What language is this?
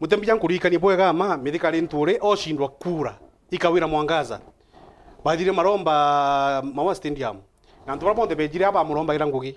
Meru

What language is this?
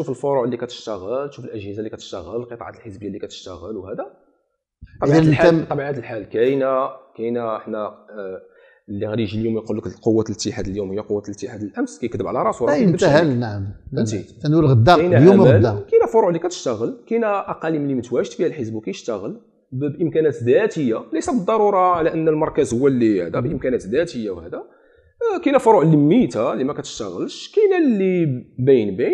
Moroccan Arabic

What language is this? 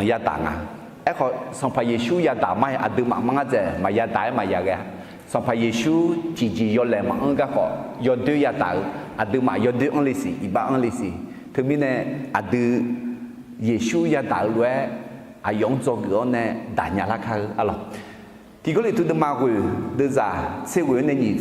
Akha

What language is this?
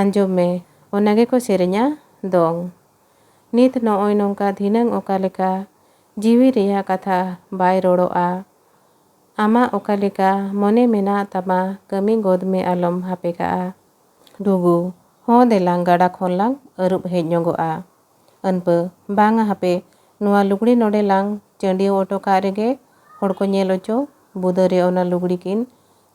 Santali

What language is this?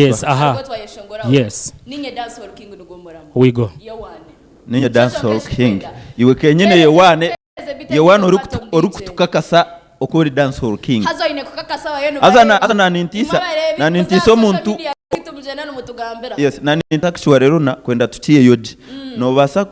Nyankole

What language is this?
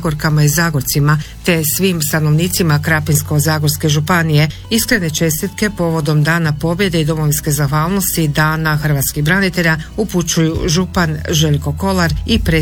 Croatian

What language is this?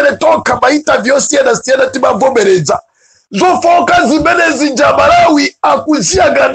Nyanja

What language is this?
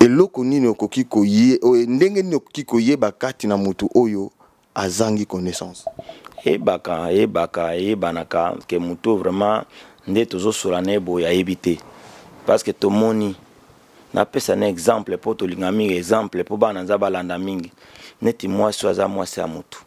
Lingala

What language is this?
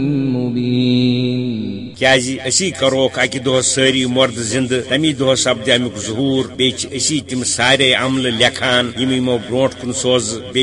Kashmiri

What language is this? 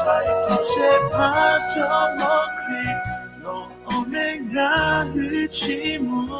Lahu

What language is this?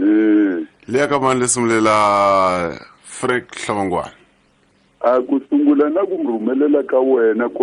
Tsonga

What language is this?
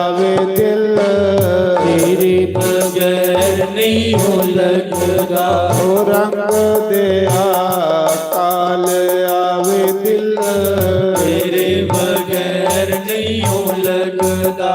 Dogri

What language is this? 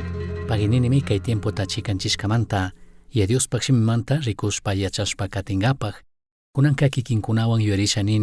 Chimborazo Highland Quichua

